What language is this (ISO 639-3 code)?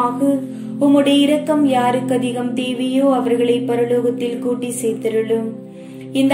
tam